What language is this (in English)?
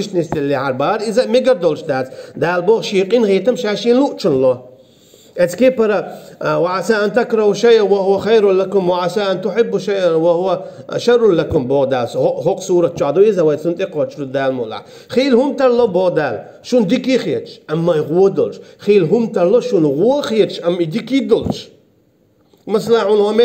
Chechen